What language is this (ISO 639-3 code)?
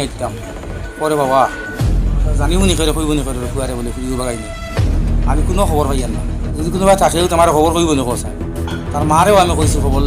syl